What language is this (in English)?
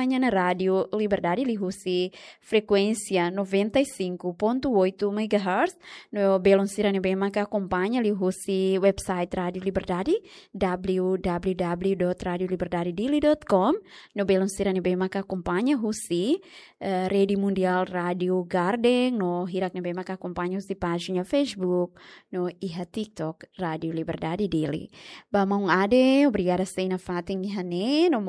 Tetum